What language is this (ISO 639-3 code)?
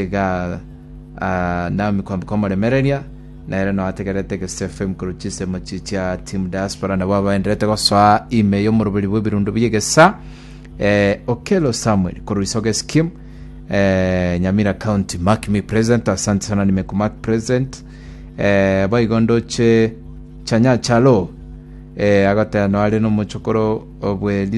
guz